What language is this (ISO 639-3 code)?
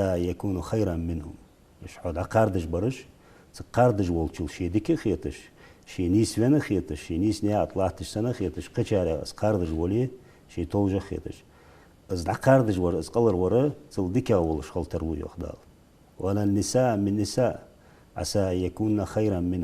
inh